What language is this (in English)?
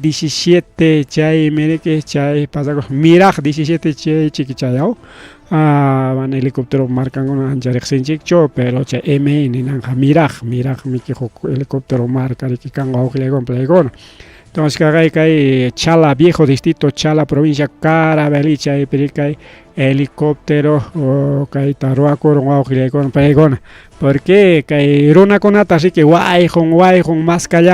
Ayacucho Quechua